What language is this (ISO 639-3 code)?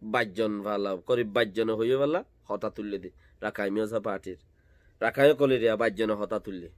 rhg